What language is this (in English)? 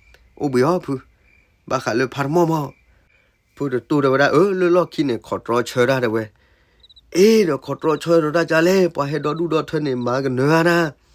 S'gaw Karen